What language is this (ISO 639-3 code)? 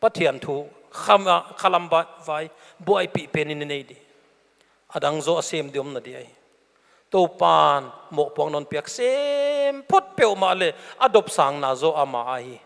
pck